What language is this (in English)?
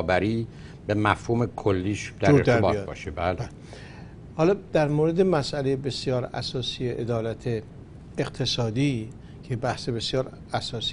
Persian